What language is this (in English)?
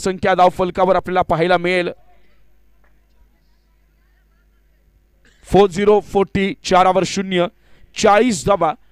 Marathi